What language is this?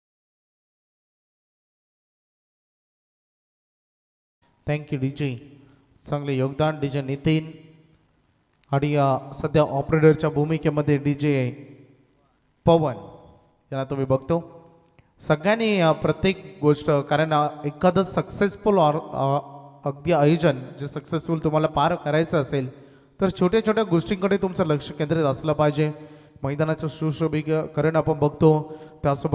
Marathi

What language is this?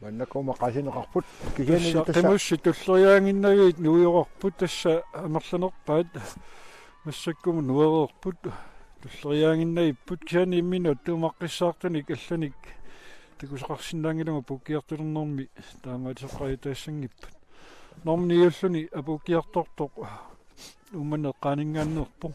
Kalaallisut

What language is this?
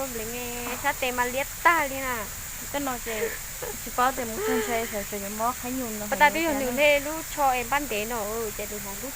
Hmong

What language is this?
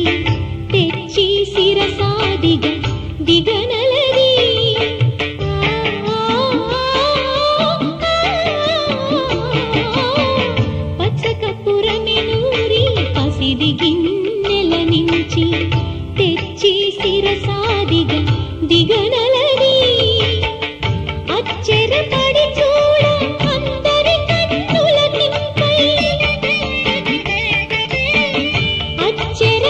Telugu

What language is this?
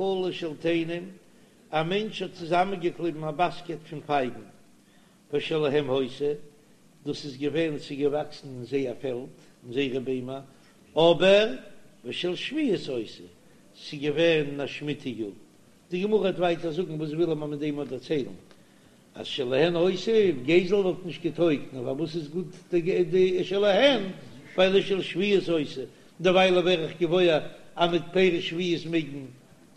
Yiddish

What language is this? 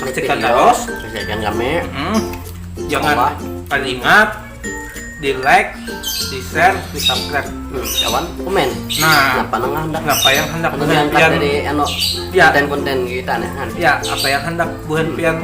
Banjar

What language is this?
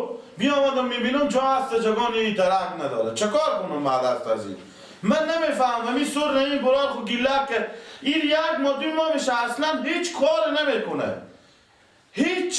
Persian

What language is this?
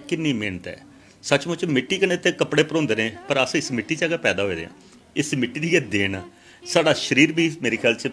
Dogri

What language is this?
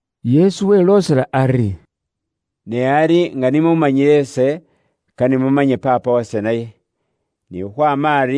Luyia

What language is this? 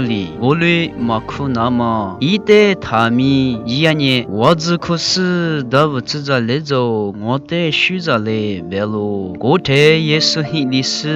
Lisu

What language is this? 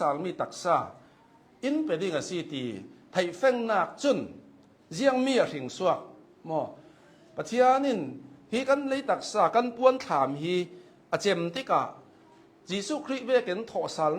Hakha Chin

